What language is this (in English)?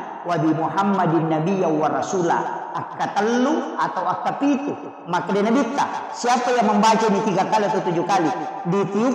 Buginese